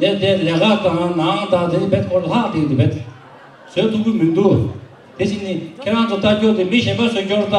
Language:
Tibetan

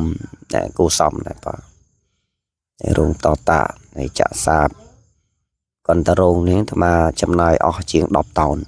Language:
Khmer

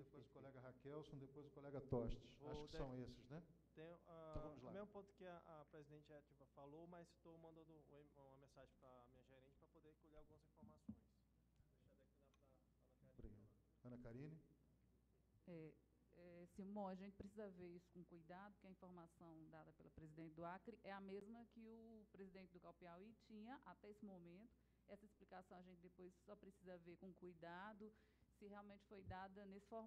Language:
Portuguese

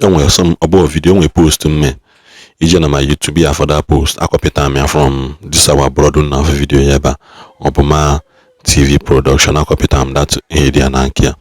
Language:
Igbo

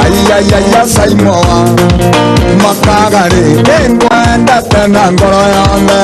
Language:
Kikuyu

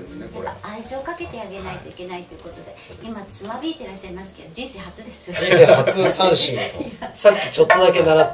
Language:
Japanese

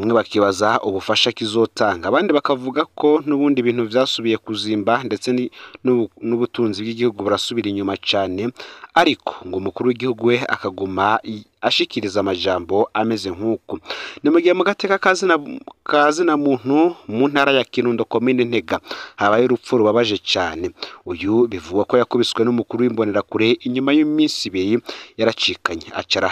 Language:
Rundi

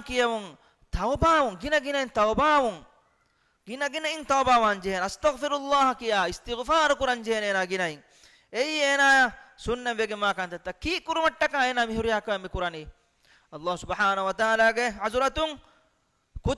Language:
Divehi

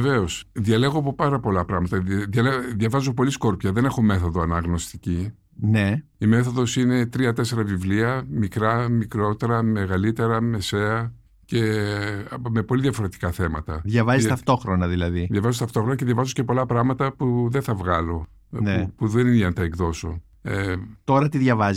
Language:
Greek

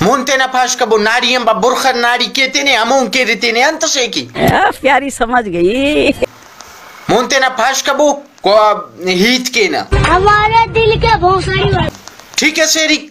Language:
Brahui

